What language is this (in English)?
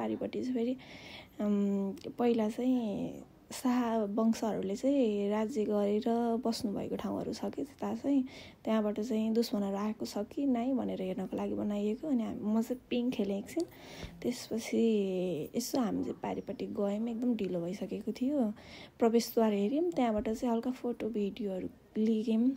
Nepali